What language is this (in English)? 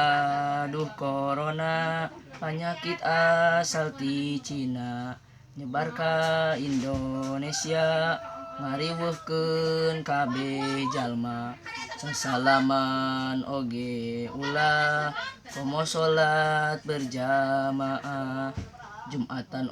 Sundanese